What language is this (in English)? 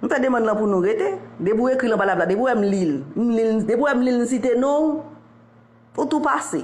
Haitian Creole